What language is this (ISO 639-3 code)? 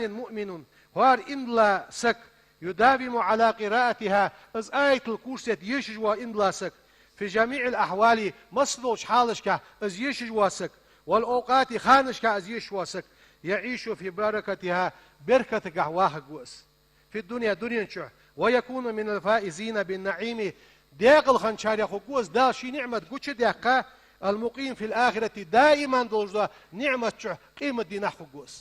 inh